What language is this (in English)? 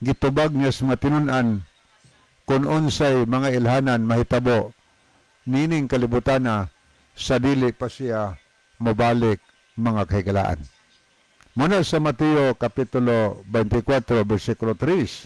Cebuano